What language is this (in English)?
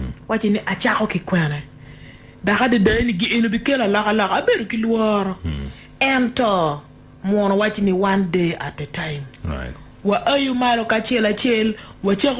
Acoli